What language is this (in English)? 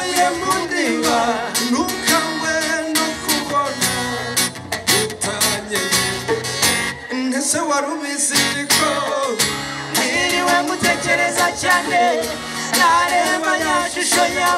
Kinyarwanda